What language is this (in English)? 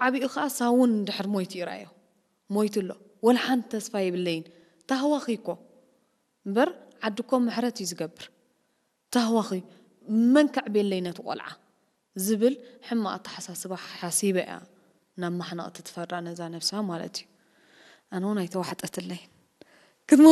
Tigrinya